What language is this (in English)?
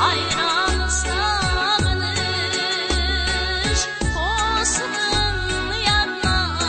Kara-Kalpak